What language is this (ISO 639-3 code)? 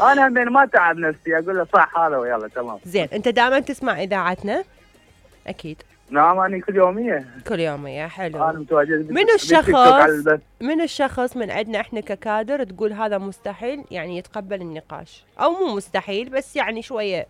acm